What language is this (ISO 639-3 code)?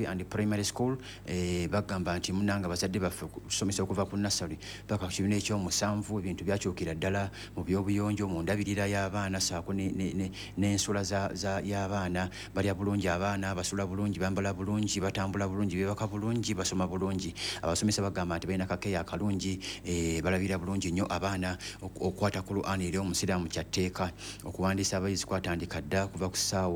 lug